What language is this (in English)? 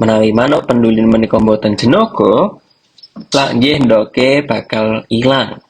Javanese